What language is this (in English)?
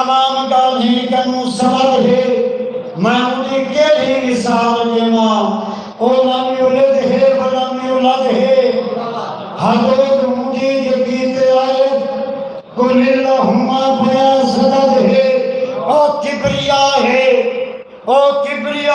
Saraiki